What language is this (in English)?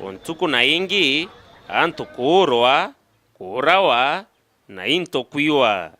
Meru